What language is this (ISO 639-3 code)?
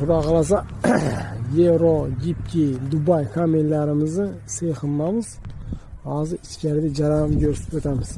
uzb